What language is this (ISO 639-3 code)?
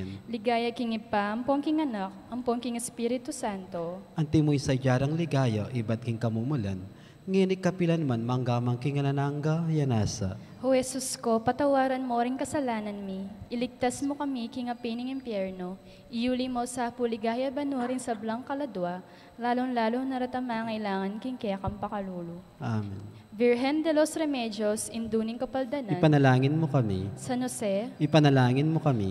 pam